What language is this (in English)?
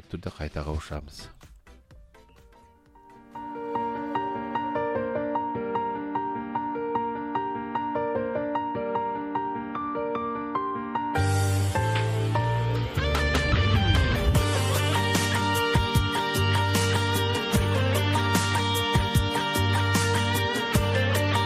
Kazakh